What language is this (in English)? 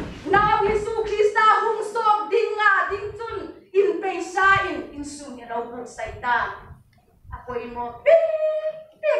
Hmar